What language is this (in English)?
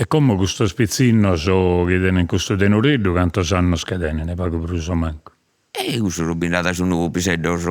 Sardinian